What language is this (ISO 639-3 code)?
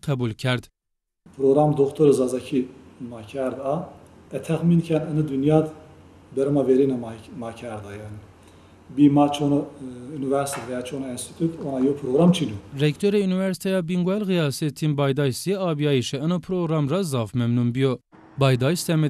zza